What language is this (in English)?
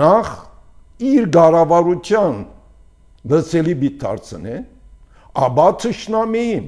Armenian